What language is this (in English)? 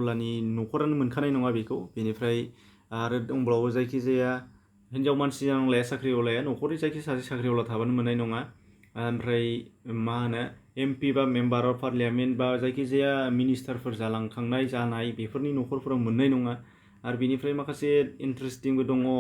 Bodo